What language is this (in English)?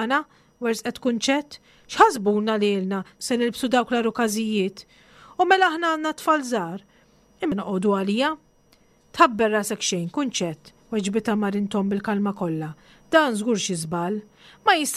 Maltese